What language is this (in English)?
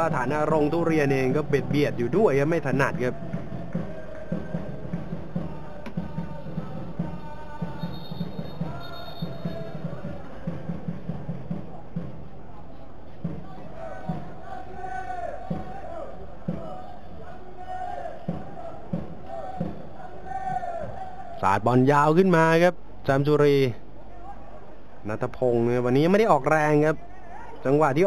Thai